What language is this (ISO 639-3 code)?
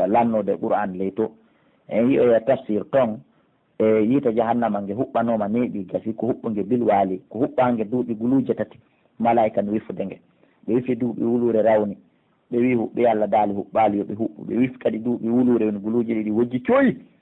fuf